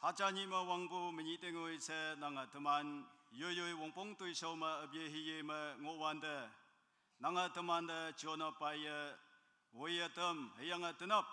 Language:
Naga Pidgin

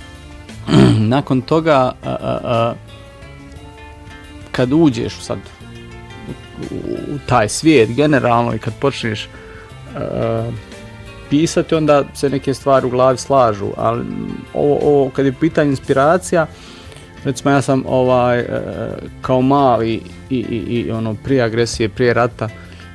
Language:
Bosnian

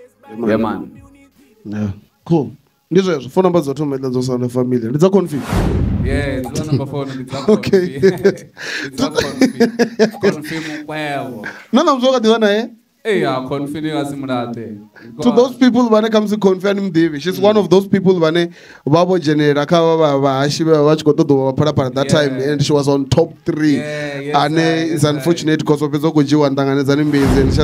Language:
Venda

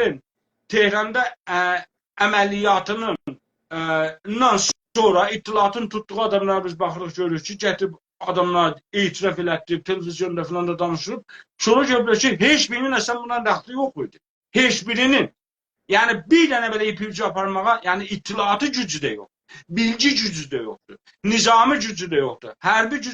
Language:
South Azerbaijani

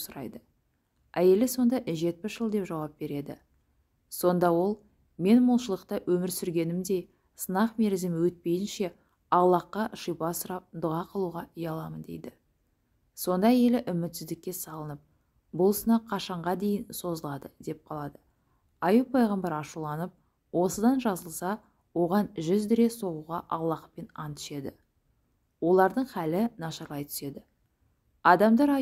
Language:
Kazakh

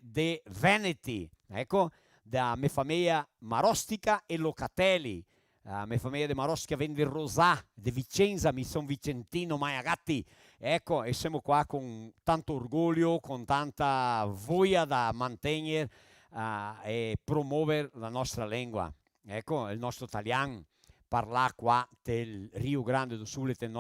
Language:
Venetian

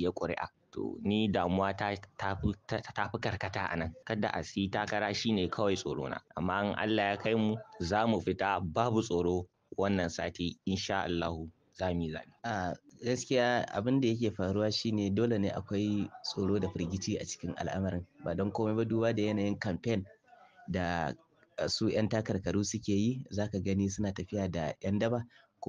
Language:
Hausa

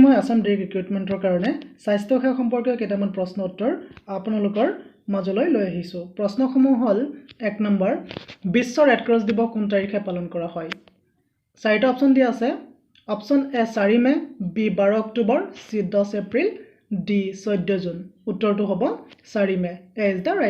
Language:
Assamese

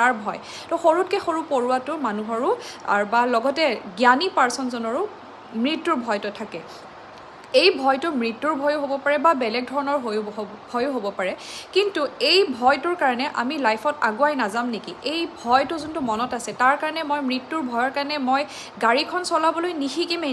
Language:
Assamese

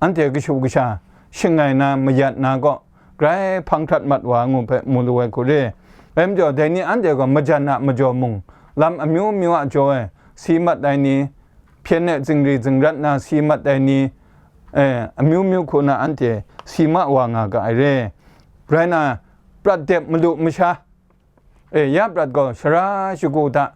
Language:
Kachin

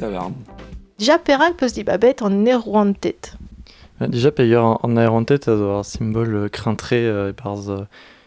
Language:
Breton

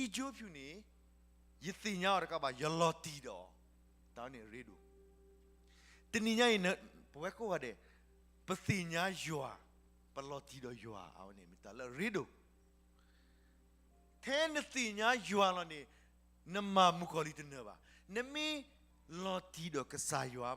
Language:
S'gaw Karen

